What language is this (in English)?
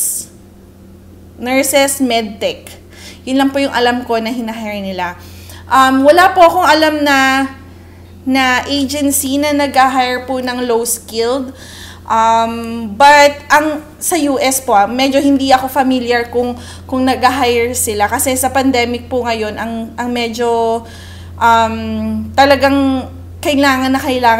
Filipino